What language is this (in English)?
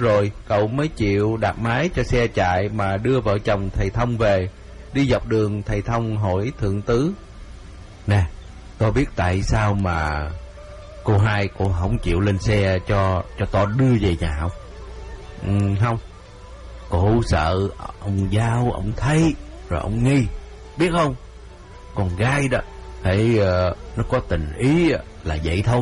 Vietnamese